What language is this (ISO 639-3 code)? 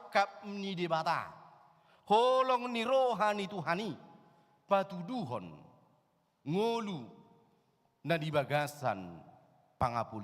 bbc